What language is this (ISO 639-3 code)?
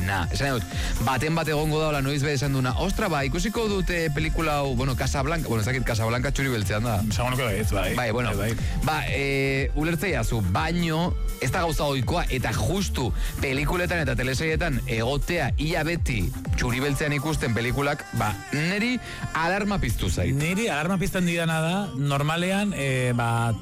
eus